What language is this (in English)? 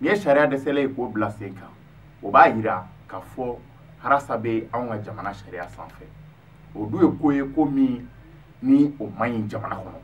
Bambara